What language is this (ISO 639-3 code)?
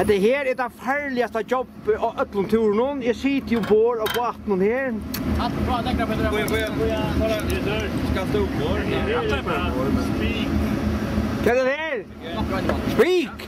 fao